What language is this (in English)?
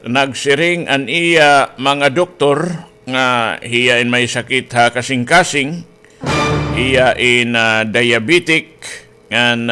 Waray